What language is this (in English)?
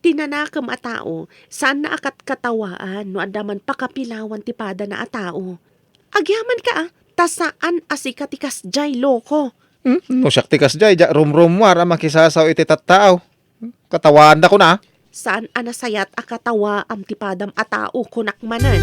Iloko